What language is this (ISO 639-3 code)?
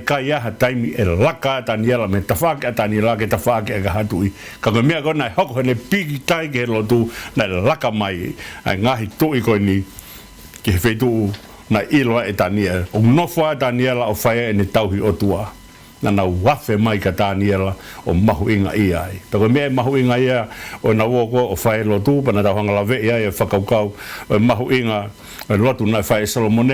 ton